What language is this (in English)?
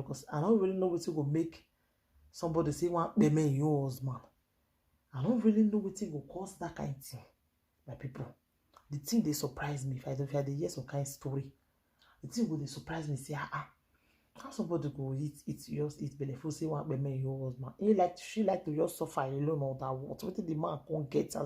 Nigerian Pidgin